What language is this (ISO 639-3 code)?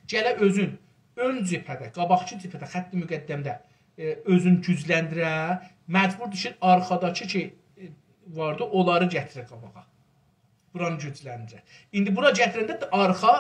azb